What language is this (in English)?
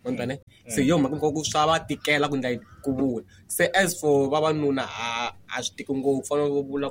Tsonga